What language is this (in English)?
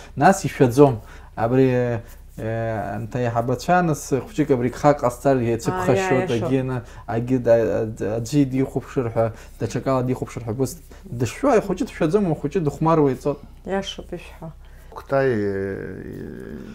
Abkhazian